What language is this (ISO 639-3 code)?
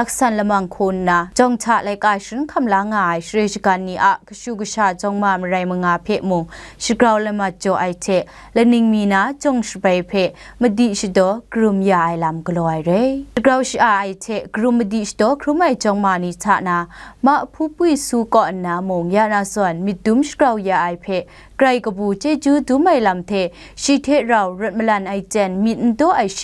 kac